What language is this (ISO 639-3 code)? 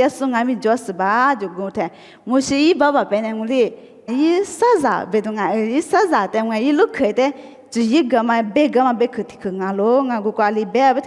lis